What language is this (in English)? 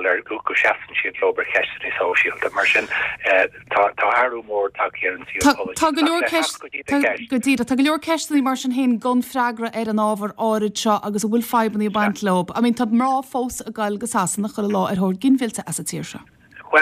Irish